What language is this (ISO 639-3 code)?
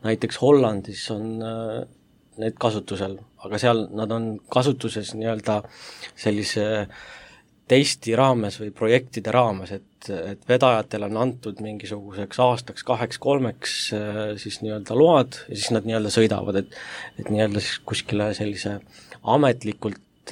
est